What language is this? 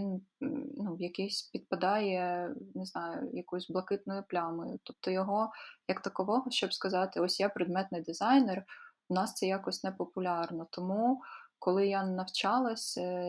Ukrainian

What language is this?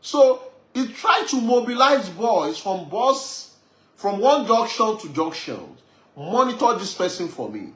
Yoruba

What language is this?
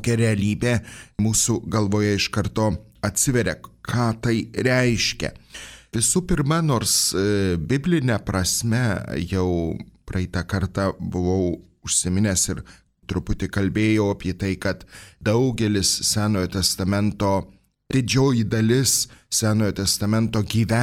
Lithuanian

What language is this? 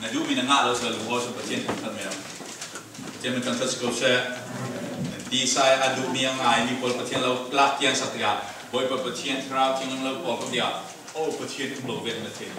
Falam Chin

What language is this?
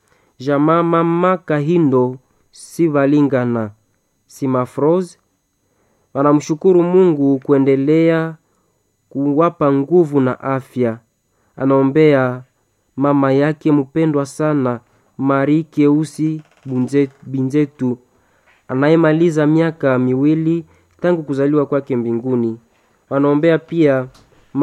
Swahili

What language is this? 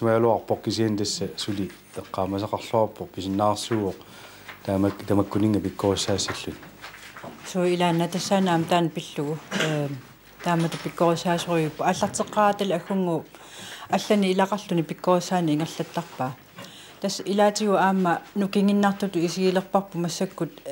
Kalaallisut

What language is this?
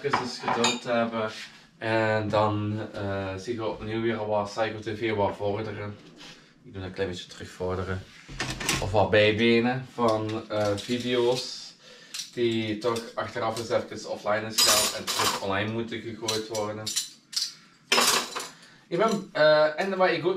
Dutch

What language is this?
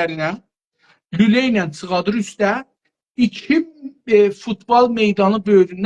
South Azerbaijani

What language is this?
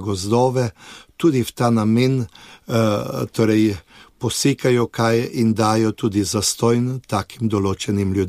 Slovenian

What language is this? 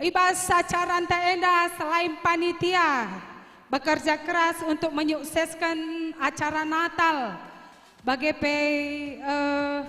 Batak Karo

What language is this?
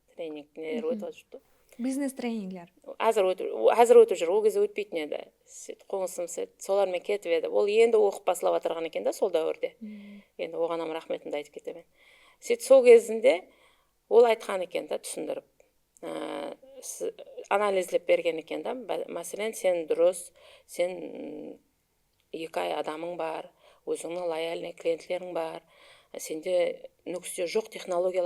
Kara-Kalpak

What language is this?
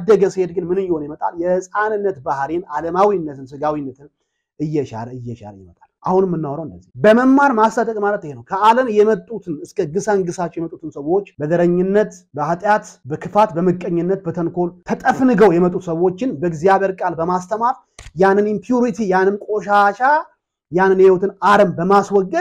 Amharic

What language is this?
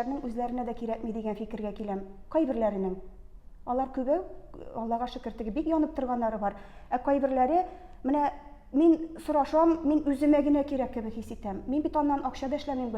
Tatar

